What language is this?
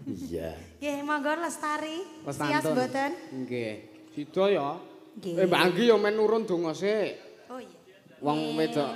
Javanese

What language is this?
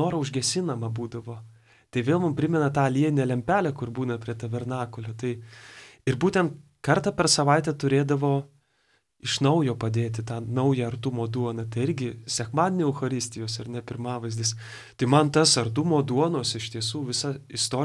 Lithuanian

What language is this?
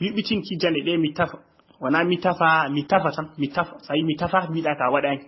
Fula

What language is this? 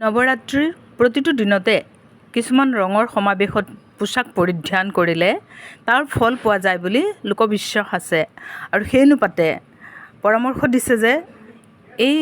Assamese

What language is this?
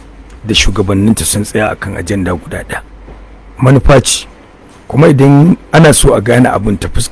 Hausa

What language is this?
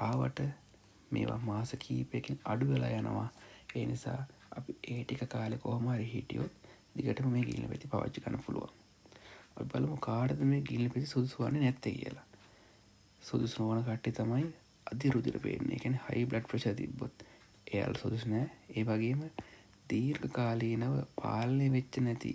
Sinhala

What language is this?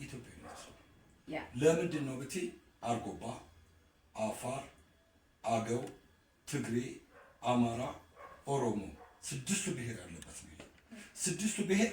Amharic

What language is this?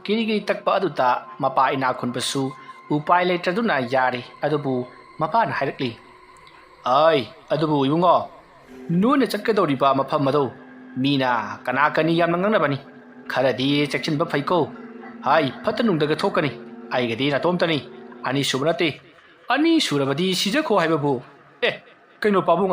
Manipuri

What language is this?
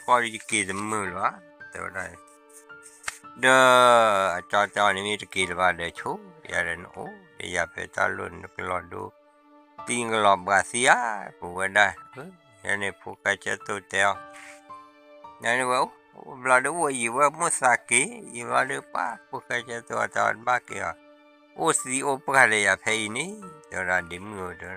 S'gaw Karen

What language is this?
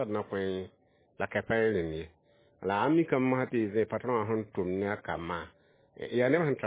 Mossi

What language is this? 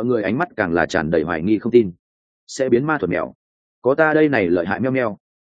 Vietnamese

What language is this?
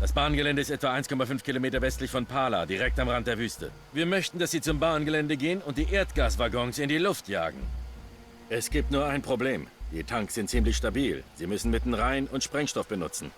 Bavarian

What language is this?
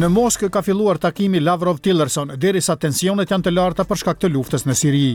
Albanian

